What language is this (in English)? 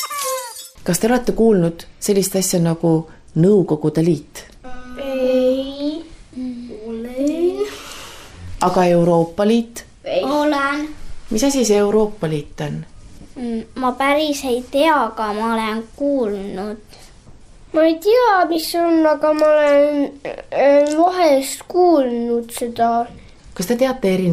Estonian